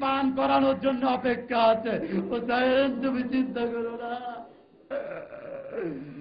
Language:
Bangla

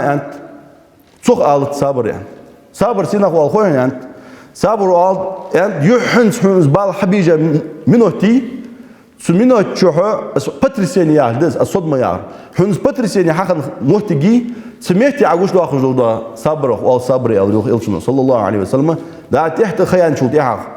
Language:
Ingush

